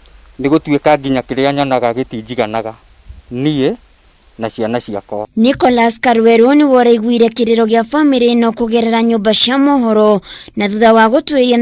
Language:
Kikuyu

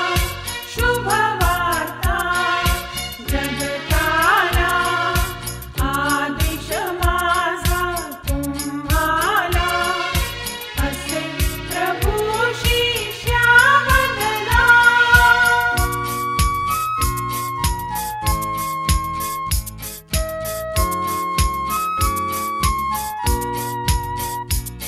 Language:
Marathi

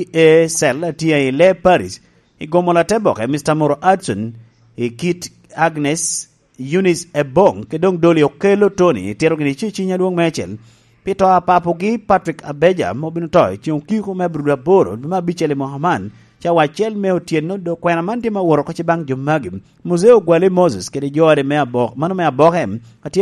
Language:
Lango (Uganda)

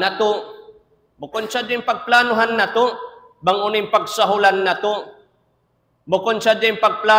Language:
Tausug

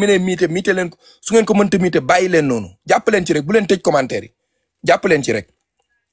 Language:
Wolof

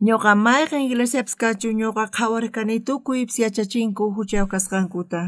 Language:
South Bolivian Quechua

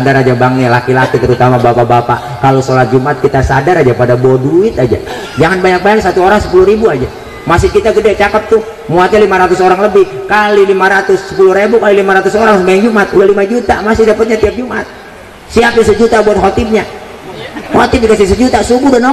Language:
Betawi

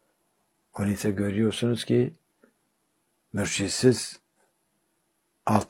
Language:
Turkish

